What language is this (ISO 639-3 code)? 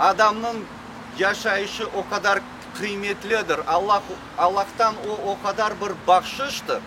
crh